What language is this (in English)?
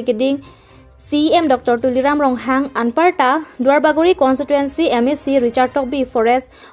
Karbi